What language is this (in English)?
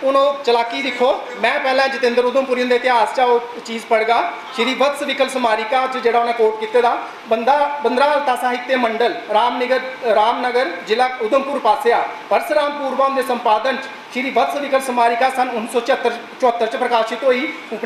Dogri